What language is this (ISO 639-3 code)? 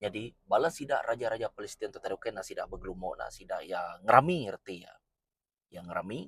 iba